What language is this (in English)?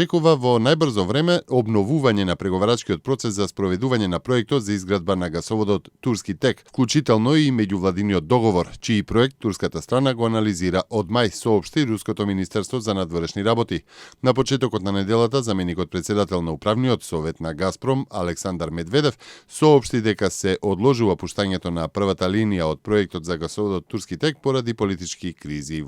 Macedonian